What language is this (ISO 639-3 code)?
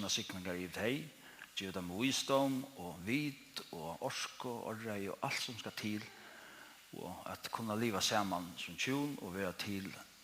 fao